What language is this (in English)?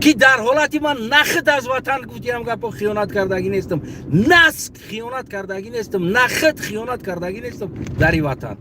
Tajik